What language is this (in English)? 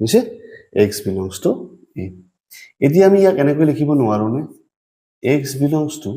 Assamese